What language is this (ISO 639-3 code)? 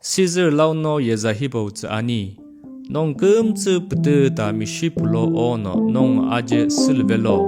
nsm